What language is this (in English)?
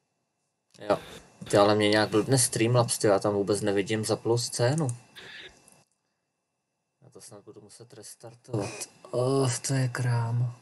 Czech